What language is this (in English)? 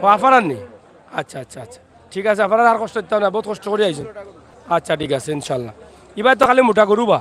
Sylheti